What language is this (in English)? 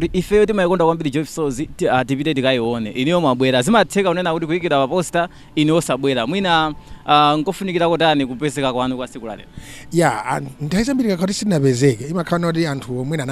Nyanja